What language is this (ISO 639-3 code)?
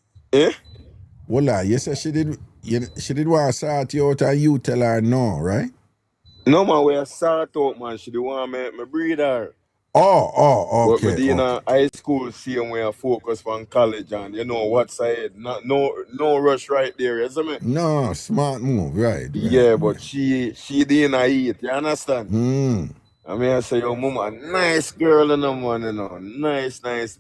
jam